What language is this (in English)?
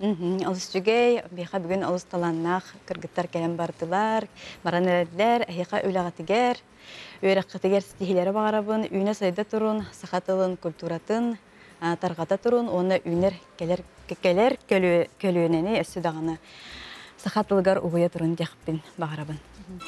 Yakut